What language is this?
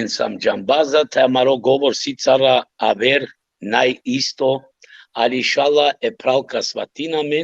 Balkan Romani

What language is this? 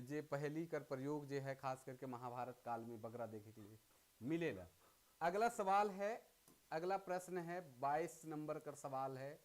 Sadri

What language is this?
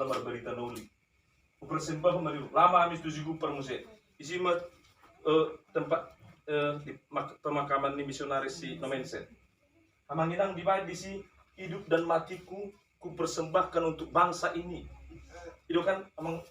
Batak Toba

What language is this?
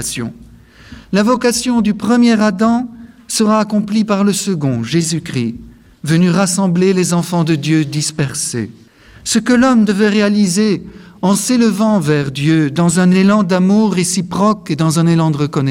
French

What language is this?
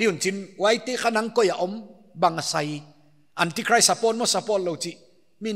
Paite Chin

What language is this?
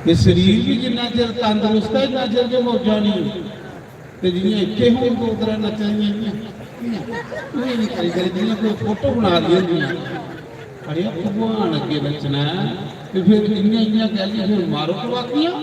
Dogri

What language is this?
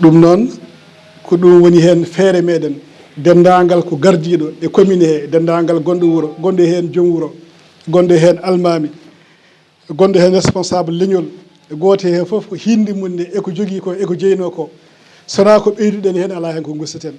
Fula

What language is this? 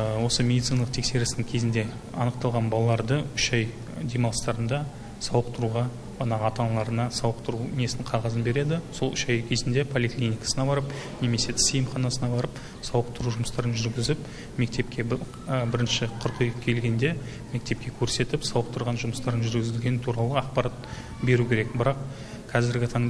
Kazakh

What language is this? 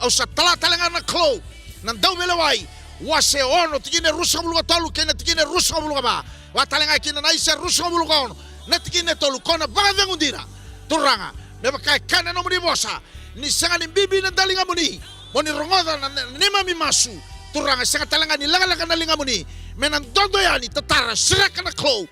Fijian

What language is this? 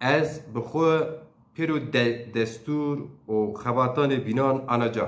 Zaza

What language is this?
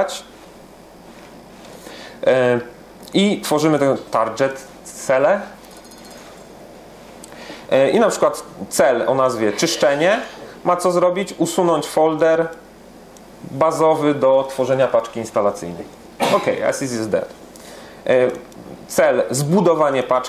Polish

